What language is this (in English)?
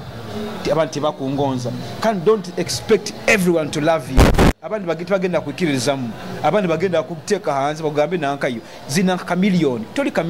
Nyoro